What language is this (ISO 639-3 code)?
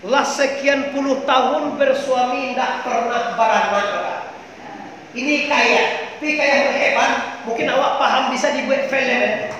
min